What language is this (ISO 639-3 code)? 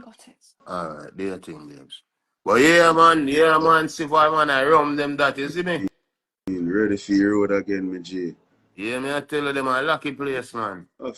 jam